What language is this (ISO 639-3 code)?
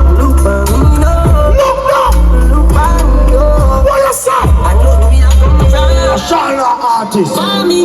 jam